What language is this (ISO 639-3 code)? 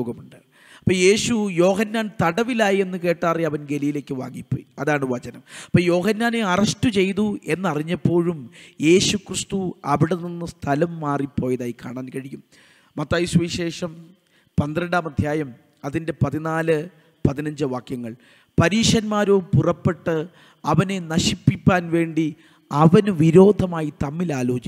mal